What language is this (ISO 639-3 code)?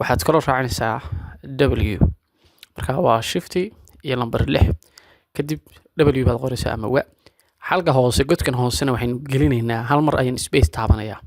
som